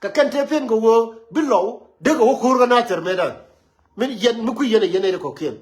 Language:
Nuer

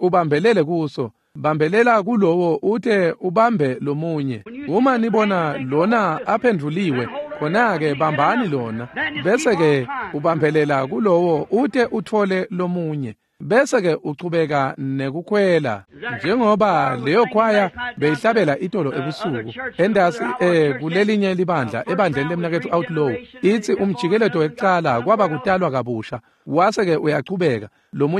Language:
Swati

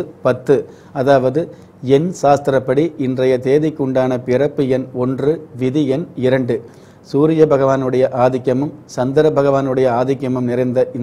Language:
Tamil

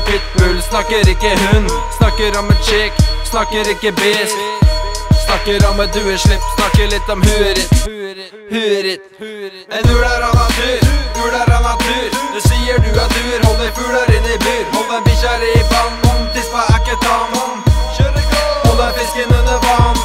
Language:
Norwegian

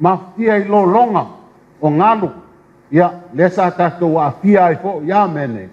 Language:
Samoan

